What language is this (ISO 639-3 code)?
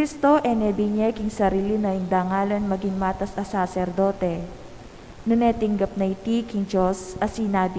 pam